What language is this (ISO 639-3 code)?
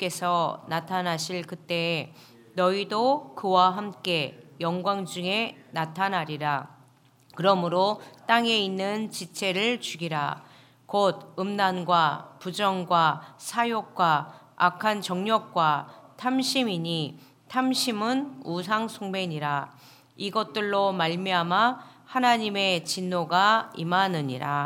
kor